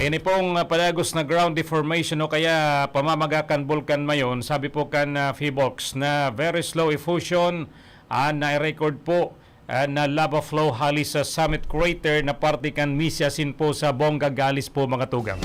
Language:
Bikol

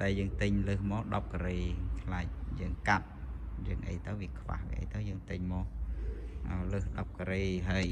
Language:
Khmer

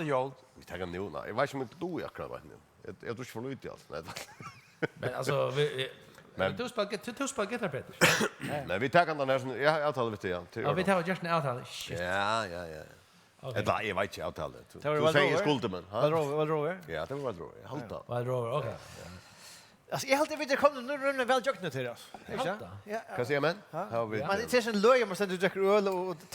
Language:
Faroese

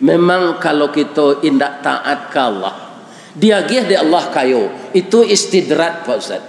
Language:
Minangkabau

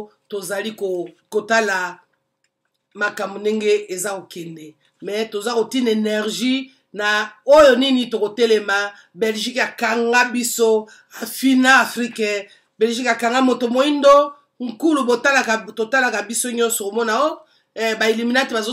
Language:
Lingala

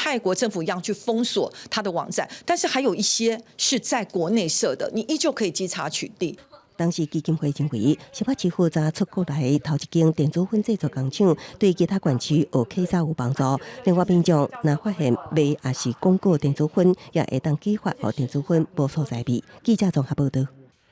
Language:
Min Nan Chinese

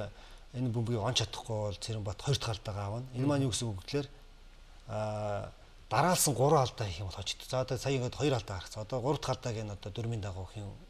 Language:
Mongolian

